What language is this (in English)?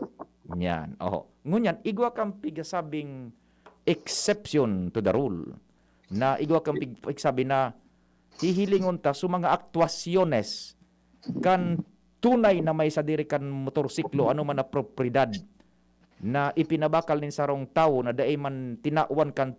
Bikol